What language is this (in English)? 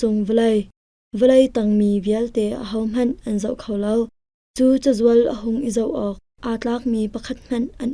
Hakha Chin